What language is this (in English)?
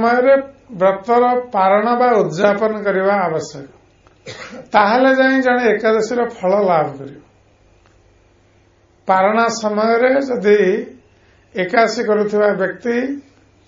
Odia